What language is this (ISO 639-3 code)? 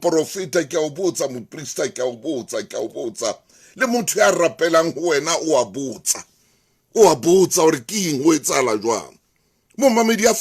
sot